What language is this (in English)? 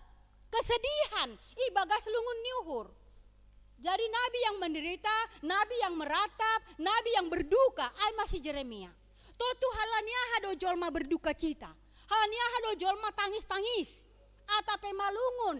Batak Simalungun